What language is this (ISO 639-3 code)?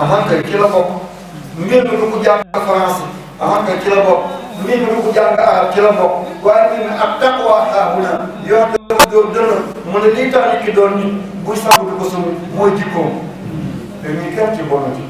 wol